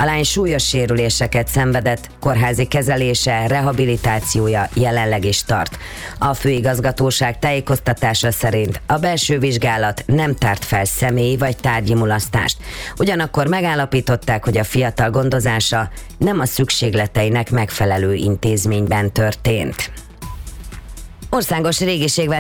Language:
Hungarian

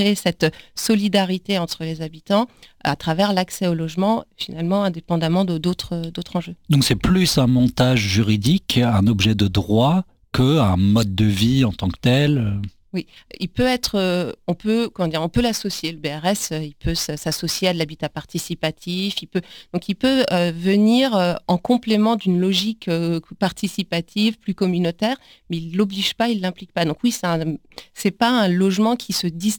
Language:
French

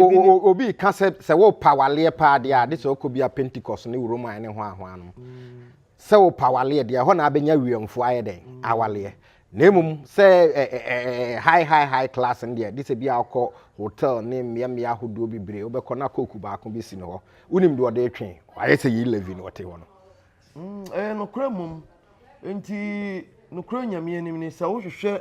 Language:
Akan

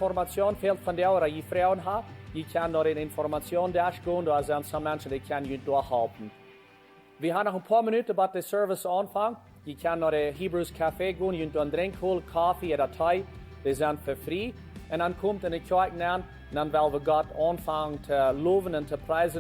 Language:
Plautdietsch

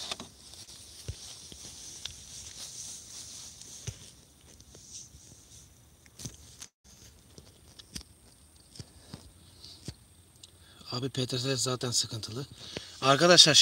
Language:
Turkish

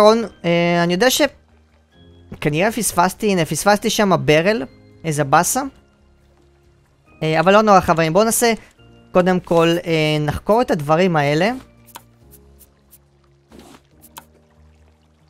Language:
Hebrew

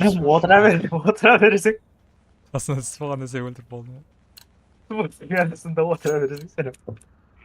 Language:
Kara-Kalpak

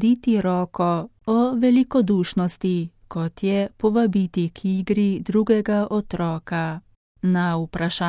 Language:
Slovenian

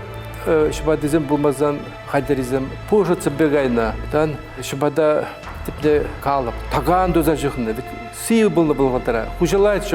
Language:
Chuvash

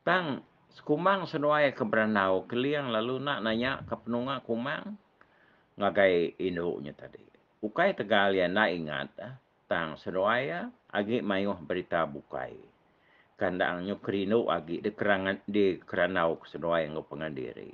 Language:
Iban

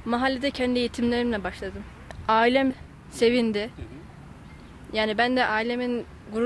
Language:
Turkish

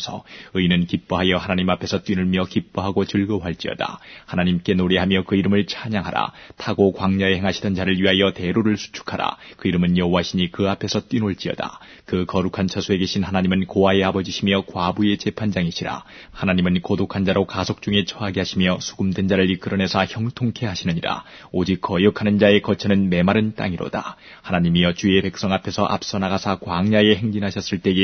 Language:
Korean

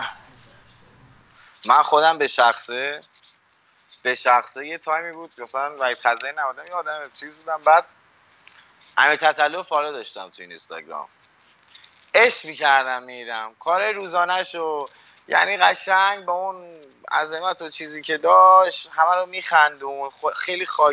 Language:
Persian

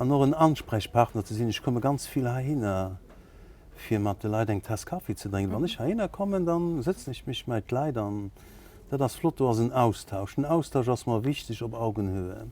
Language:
Luxembourgish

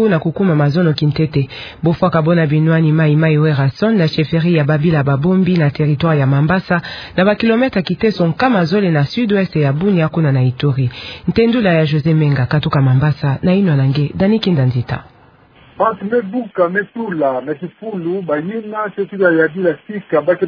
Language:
Kituba (Democratic Republic of Congo)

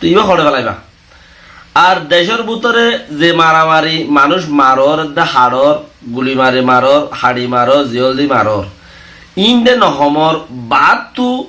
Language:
Rohingya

